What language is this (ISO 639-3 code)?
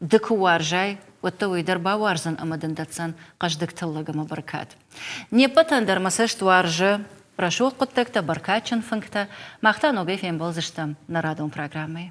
oss